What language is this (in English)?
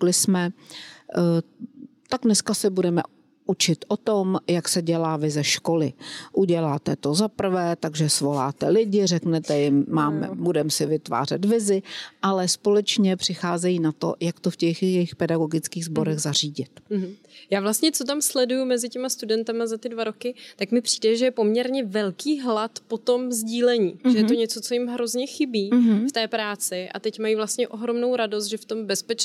Czech